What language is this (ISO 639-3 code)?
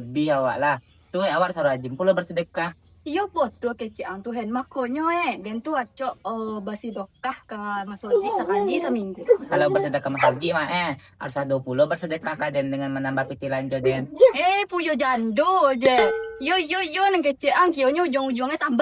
min